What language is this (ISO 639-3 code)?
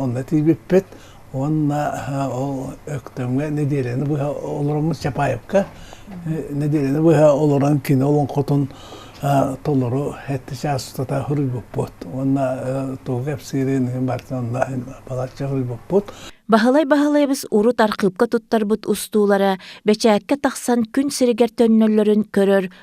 sah